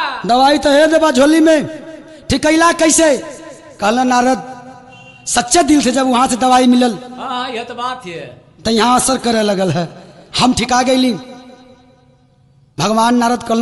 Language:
Bhojpuri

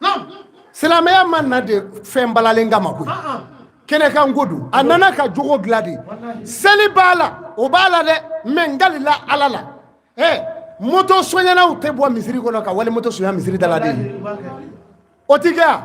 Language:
Bambara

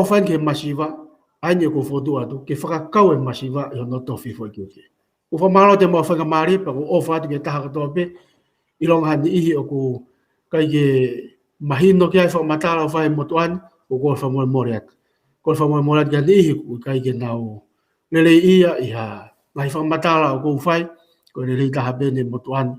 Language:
Tongan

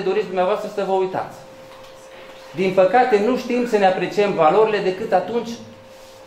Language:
Romanian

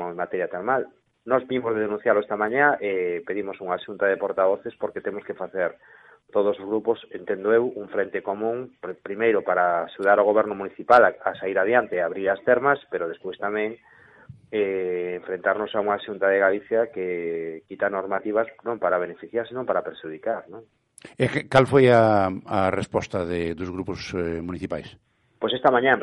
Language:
Galician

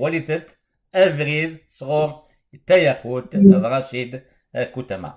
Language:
Kabyle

